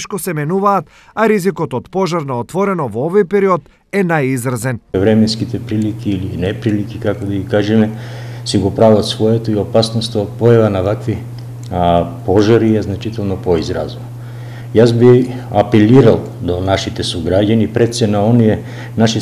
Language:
Macedonian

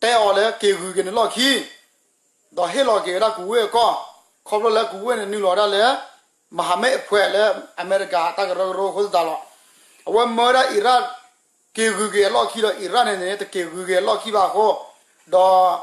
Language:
S'gaw Karen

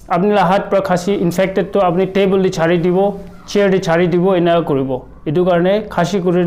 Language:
Naga Pidgin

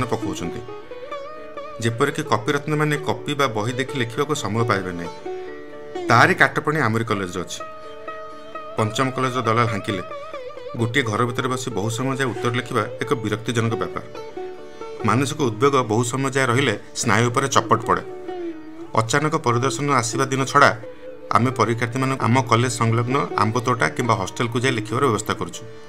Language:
Odia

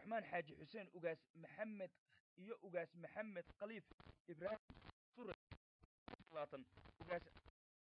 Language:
Somali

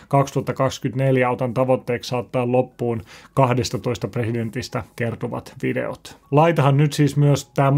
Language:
Finnish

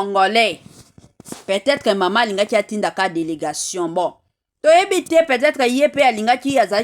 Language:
Lingala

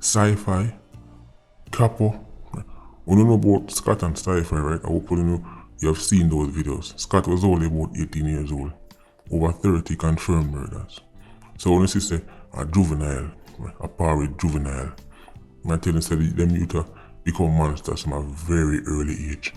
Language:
Jamaican Creole English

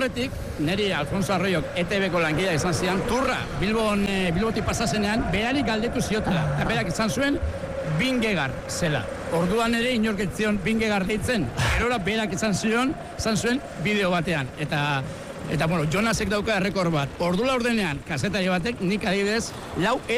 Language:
Basque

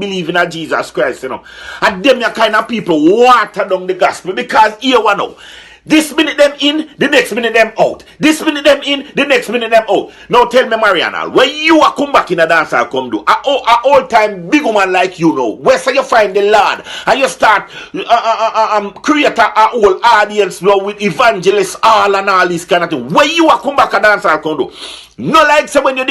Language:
Jamaican Creole English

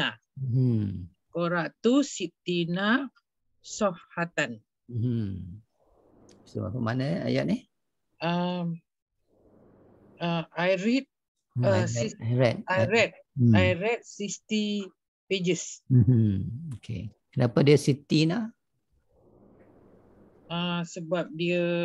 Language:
Malay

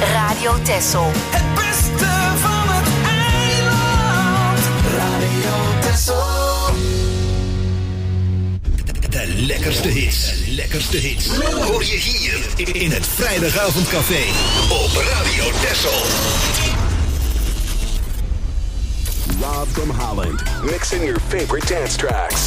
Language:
Dutch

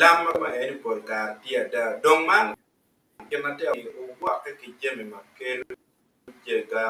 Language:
Acoli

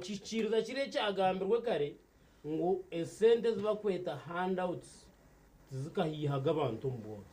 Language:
Nyankole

